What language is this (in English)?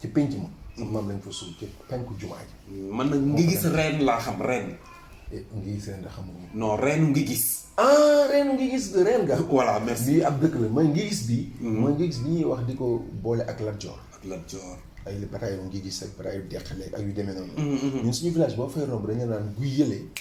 Wolof